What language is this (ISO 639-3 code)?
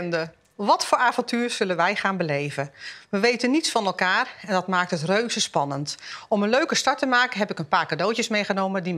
nld